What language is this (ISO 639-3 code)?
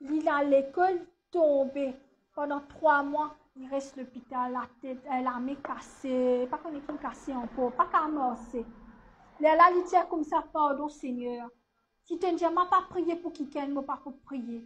mfe